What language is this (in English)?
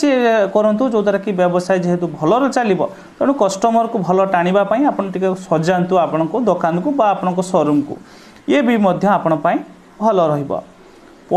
Odia